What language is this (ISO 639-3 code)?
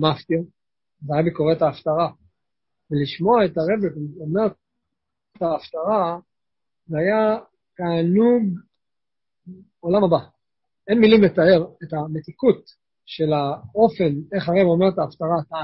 heb